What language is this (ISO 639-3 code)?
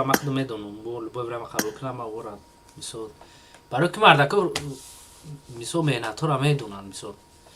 tgk